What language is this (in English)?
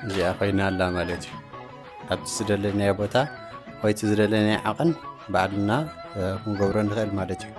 Tigrinya